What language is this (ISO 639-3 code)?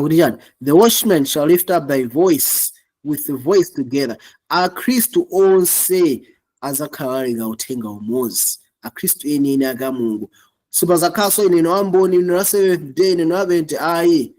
nya